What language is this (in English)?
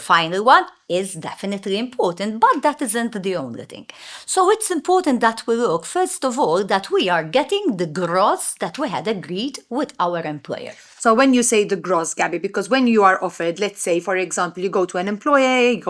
English